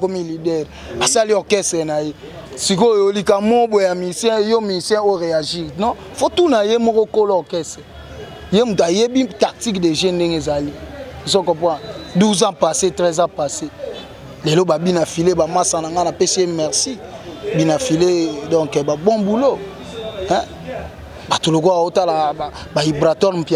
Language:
Lingala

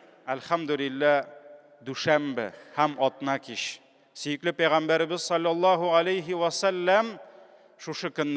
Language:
Tatar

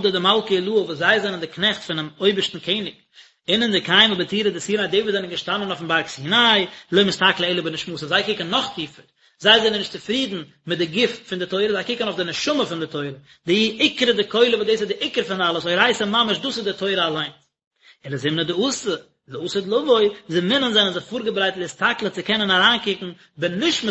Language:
Yiddish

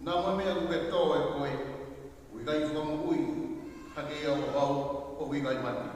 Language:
Tongan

